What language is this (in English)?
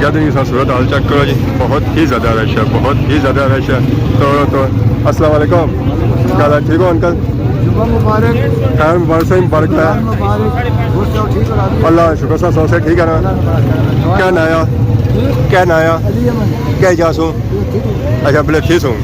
Pahari-Potwari